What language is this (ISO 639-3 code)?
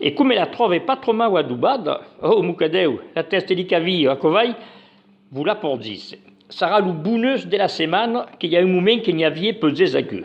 oci